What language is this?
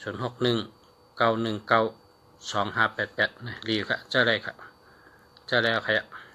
Shan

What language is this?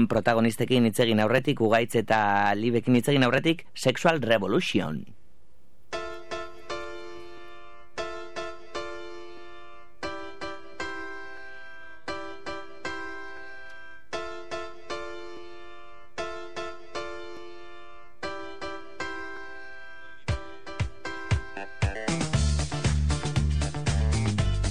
Basque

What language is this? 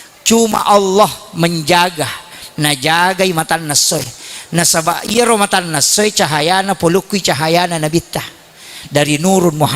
Buginese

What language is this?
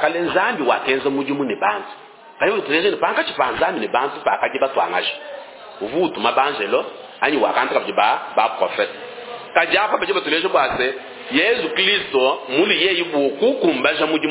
Luba-Lulua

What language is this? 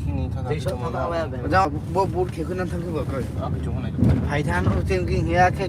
Riang (India)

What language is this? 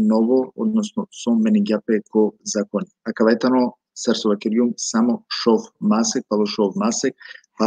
Balkan Romani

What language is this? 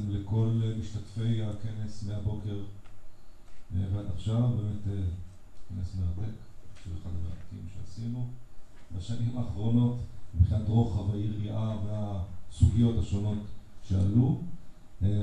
Hebrew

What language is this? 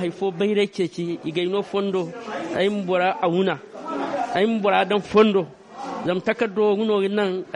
Zarma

